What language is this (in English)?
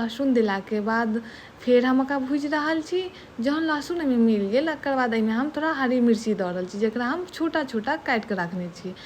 Maithili